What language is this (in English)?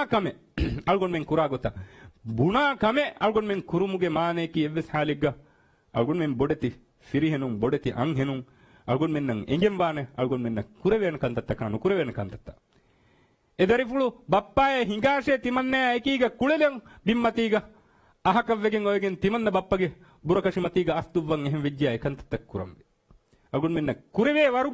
Divehi